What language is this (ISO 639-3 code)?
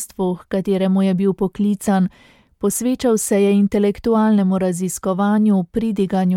slv